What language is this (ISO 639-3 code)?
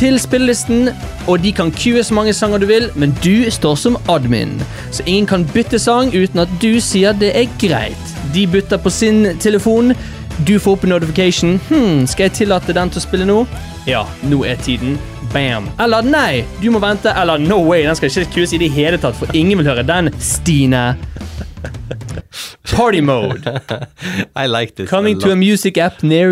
nor